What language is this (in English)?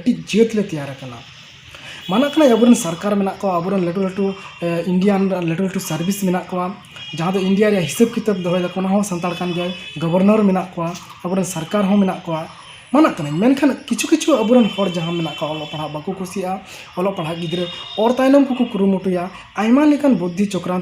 Santali